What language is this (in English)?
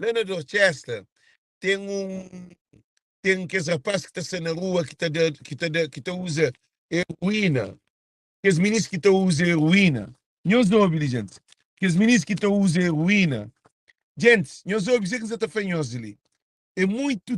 Kabuverdianu